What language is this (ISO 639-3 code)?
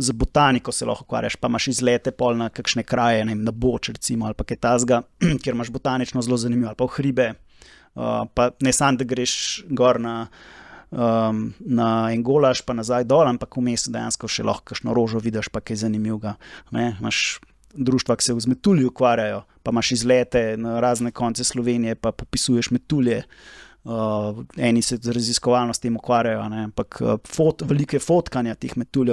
slv